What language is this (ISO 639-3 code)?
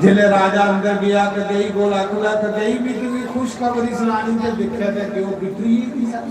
doi